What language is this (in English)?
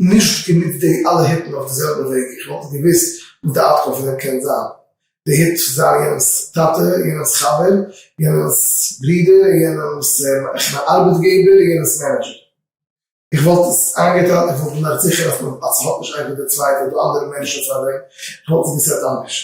Yiddish